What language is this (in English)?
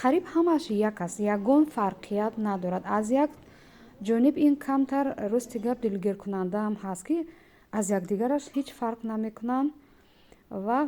Tajik